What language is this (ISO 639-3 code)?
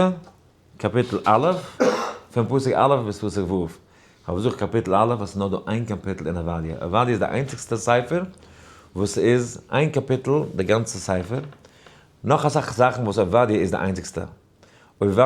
yid